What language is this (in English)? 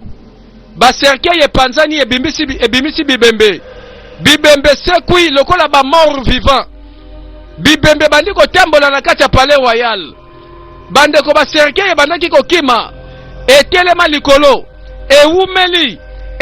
Lingala